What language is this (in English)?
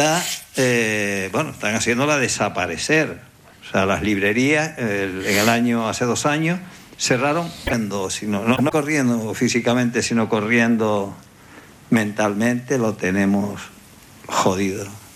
Spanish